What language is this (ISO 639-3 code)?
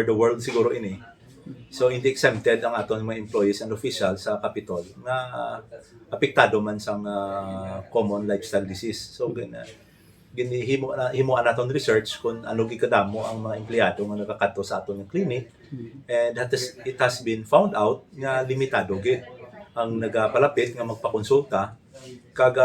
hil